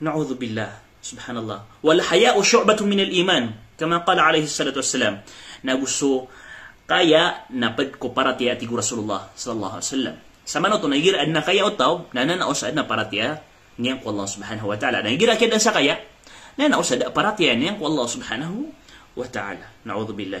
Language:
Maranao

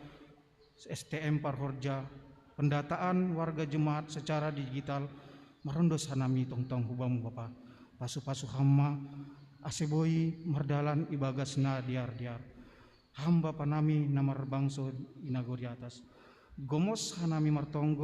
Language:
Batak Simalungun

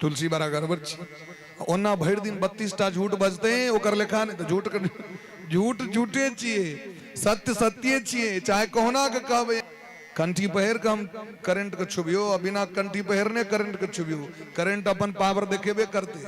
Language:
Maithili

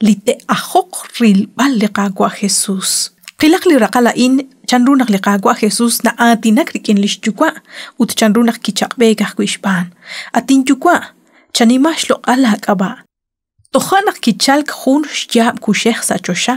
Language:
Kekchí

